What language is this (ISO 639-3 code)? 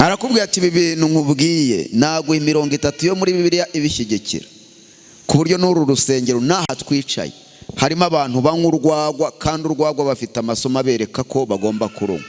kin